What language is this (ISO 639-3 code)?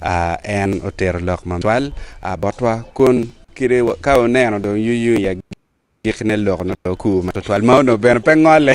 ach